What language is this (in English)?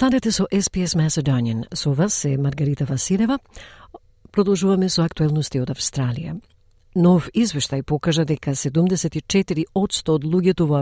Macedonian